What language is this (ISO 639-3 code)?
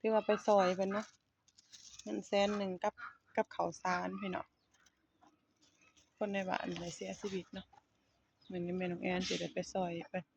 lao